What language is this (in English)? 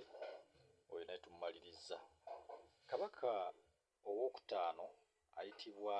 Ganda